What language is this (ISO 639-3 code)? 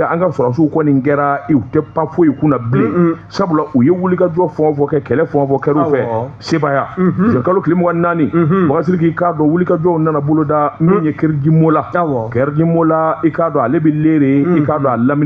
bam